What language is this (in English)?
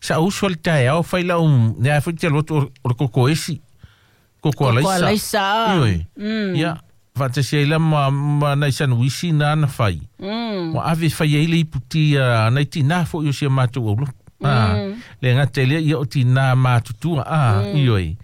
Samoan